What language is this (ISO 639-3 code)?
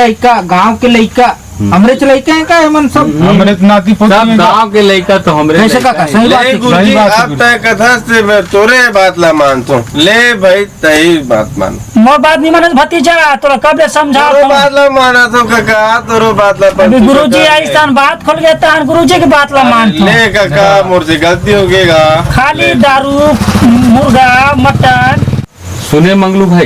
hne